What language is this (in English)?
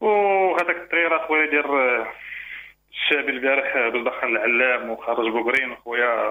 Moroccan Arabic